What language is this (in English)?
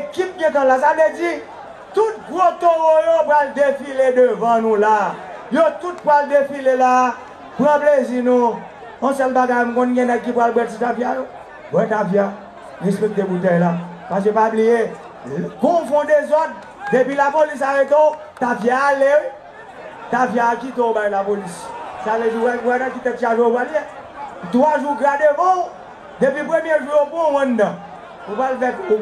Haitian Creole